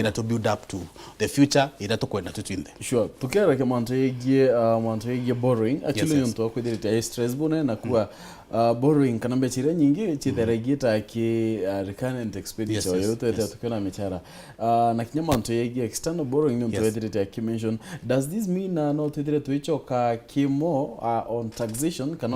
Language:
Meru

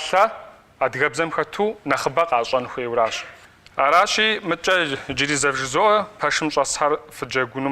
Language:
Kabardian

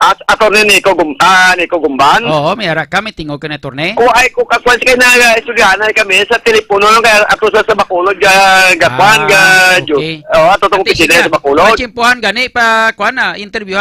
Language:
Hiligaynon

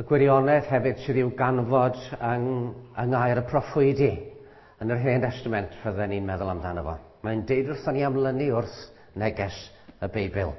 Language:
Welsh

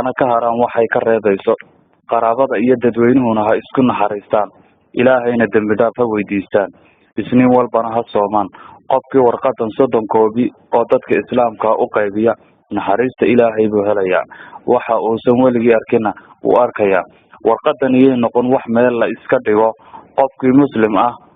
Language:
Somali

